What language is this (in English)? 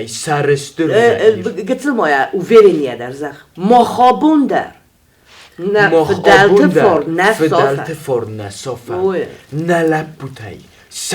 Ossetic